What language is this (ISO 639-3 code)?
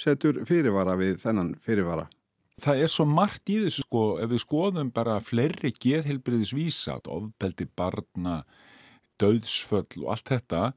isl